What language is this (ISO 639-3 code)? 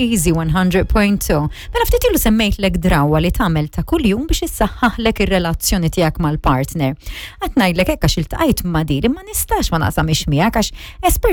mlt